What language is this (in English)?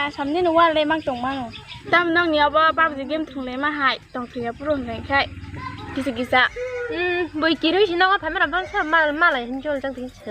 Kok Borok